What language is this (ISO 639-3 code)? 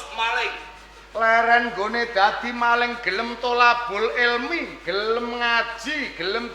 jav